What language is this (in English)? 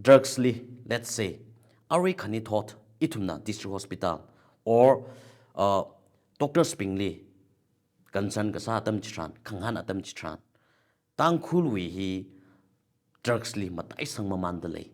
Tangkhul Naga (India)